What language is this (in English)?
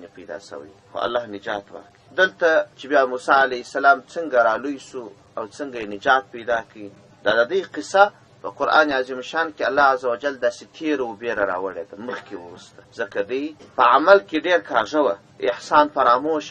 Pashto